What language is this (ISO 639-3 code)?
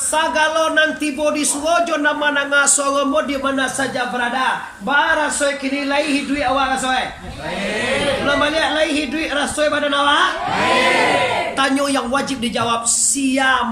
min